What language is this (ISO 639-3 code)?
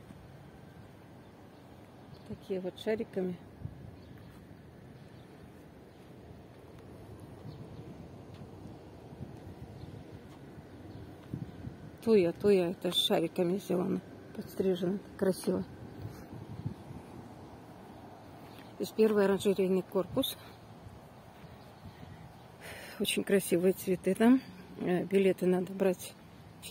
rus